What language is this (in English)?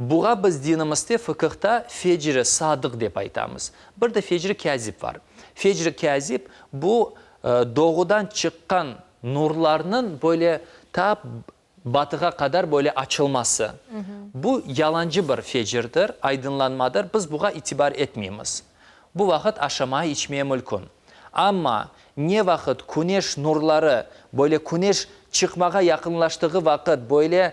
Crimean Tatar